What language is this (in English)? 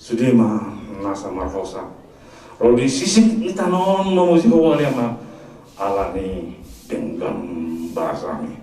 Batak Toba